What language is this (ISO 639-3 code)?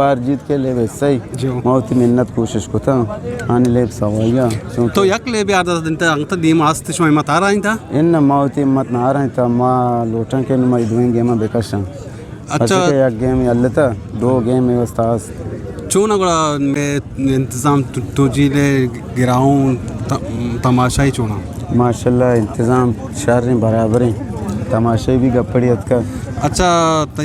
bgp